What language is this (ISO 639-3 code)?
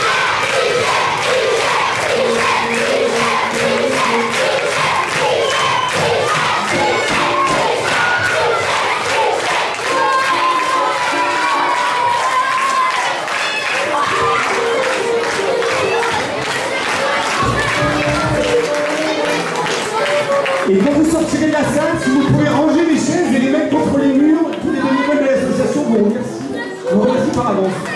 fra